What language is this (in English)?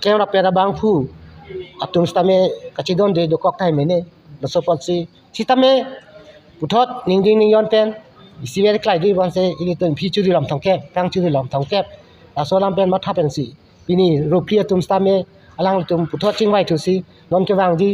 Karbi